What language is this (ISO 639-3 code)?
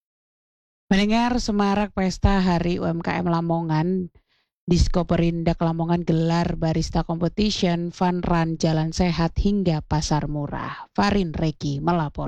ind